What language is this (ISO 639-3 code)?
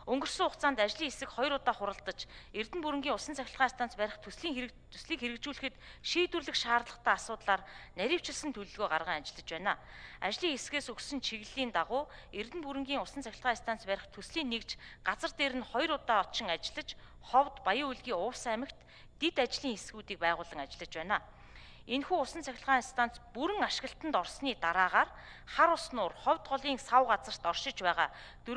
mon